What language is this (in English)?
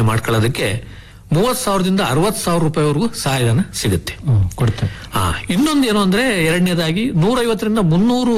Kannada